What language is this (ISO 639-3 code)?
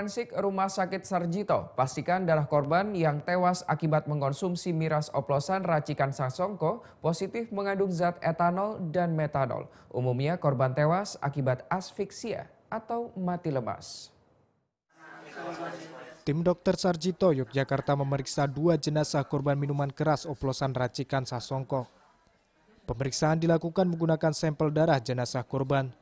ind